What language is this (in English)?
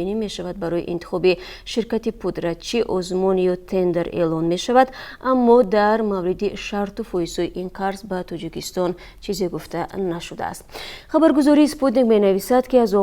Tajik